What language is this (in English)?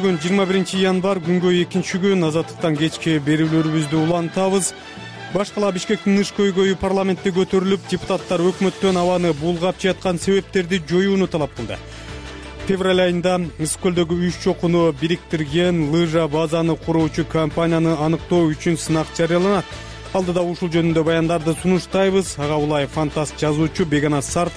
Kyrgyz